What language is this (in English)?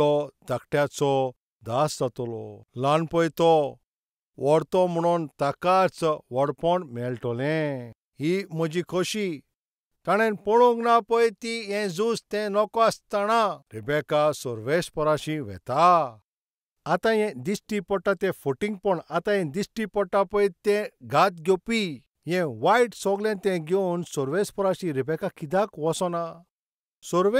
Konkani